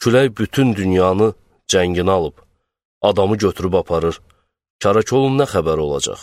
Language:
Azerbaijani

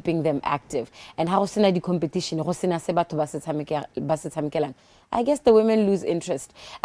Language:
Tswana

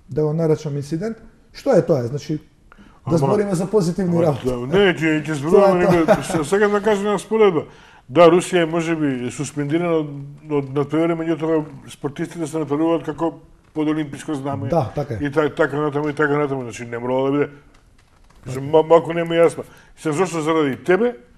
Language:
Macedonian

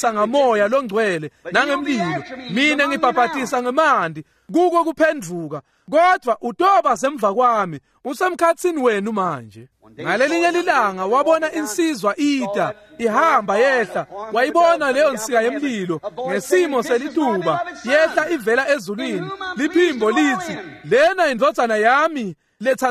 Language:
Swati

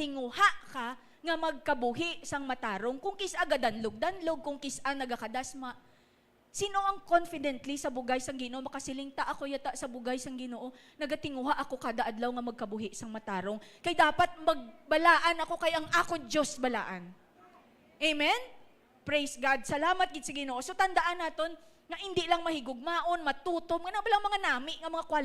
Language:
Hiligaynon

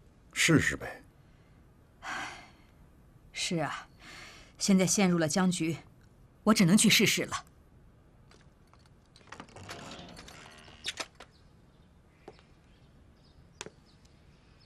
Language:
Chinese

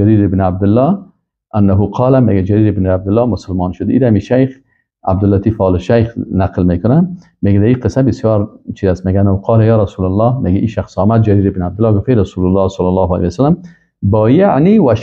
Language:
Persian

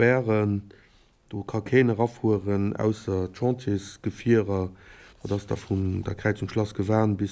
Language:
Luxembourgish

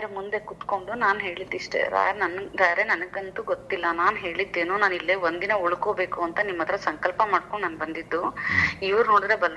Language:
Kannada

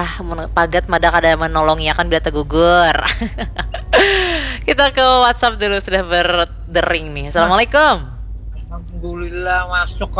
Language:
Banjar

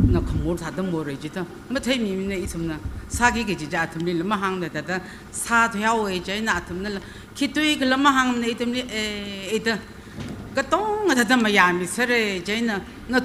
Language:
Tangkhul Naga (India)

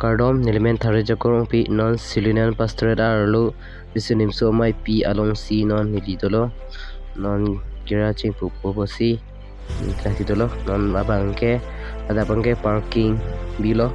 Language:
Karbi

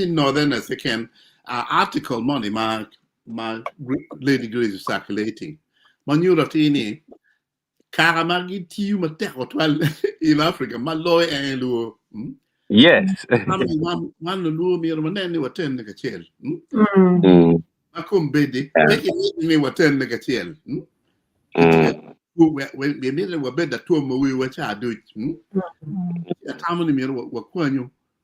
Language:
Acoli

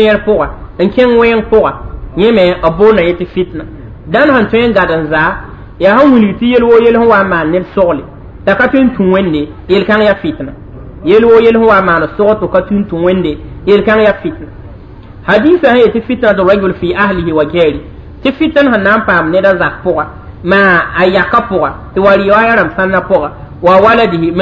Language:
Mossi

